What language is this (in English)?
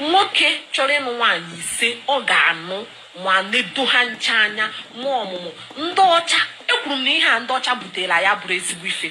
Igbo